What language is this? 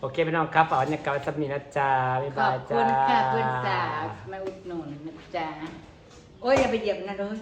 Northeastern Thai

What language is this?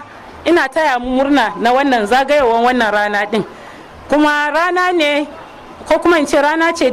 Hausa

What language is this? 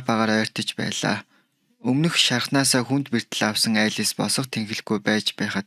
Mongolian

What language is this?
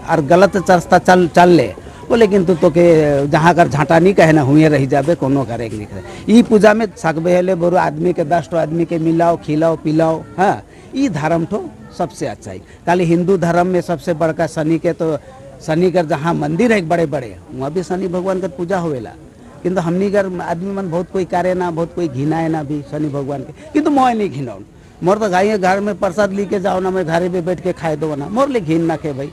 Sadri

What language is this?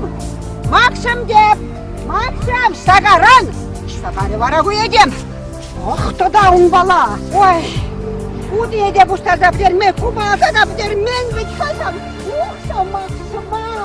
Chuvash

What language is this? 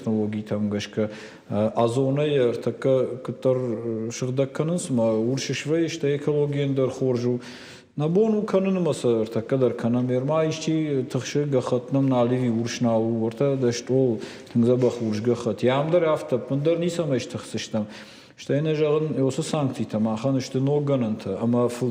Ossetic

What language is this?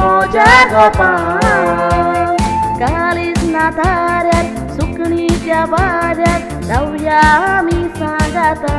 Konkani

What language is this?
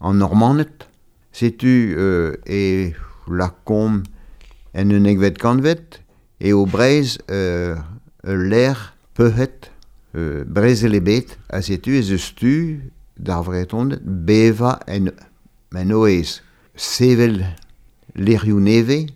Breton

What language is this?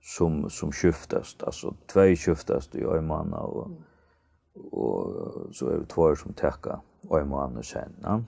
Faroese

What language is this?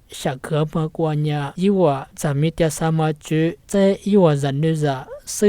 Lisu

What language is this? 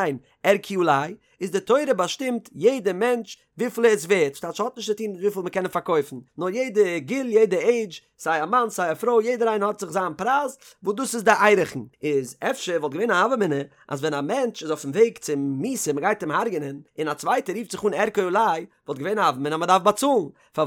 Yiddish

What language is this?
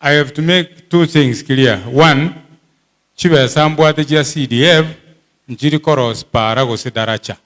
Gusii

